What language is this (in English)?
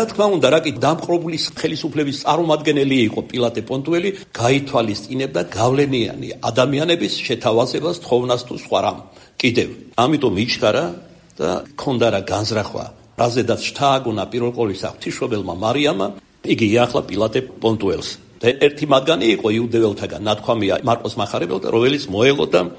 Georgian